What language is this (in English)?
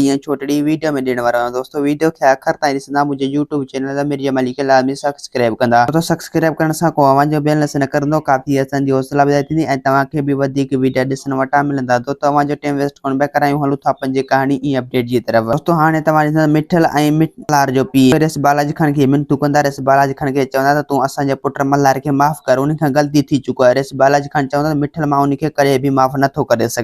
Sindhi